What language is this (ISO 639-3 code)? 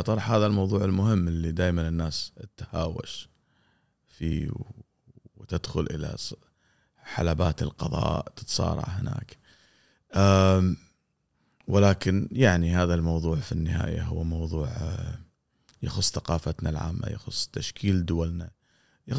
afb